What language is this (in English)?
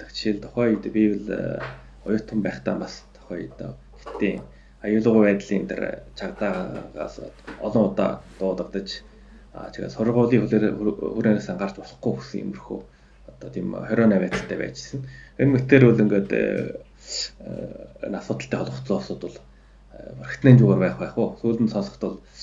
Mongolian